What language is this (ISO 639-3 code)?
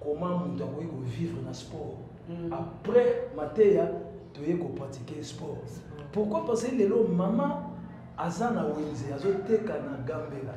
lin